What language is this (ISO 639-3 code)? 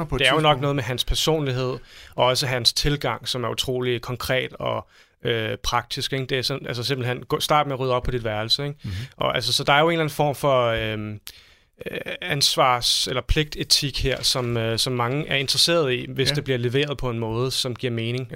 dan